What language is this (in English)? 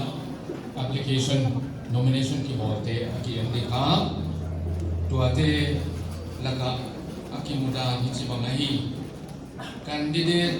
Paite Chin